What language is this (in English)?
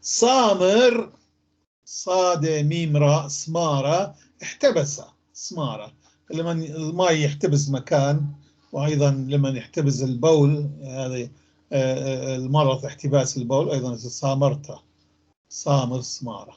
North Levantine Arabic